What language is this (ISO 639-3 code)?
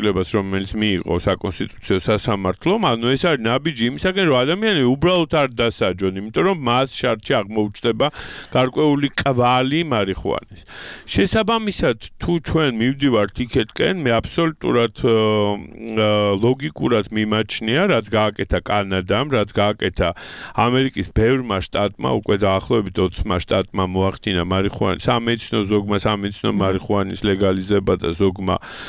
kat